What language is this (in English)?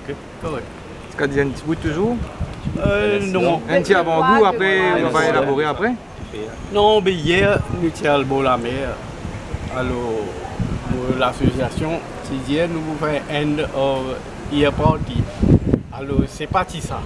Morisyen